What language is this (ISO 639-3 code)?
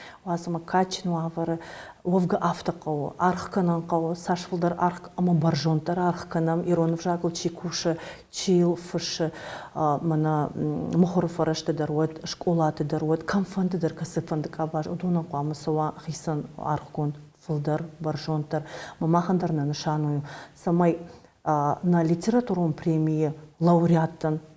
oss